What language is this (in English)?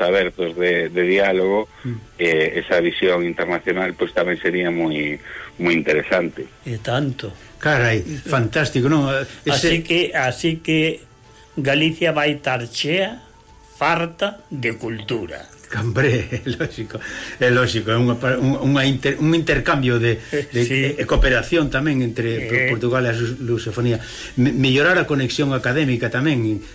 Galician